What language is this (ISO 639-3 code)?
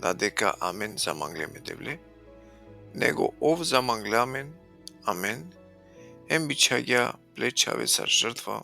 rmn